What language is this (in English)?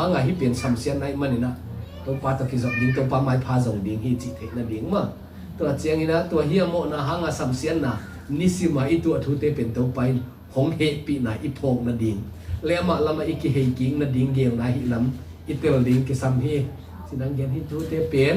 Tedim Chin